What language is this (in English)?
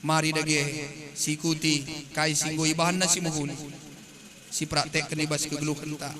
Batak Karo